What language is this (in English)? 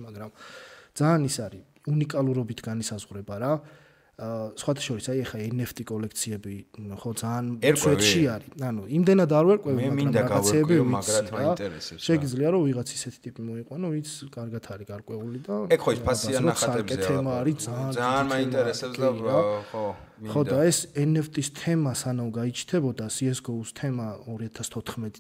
Georgian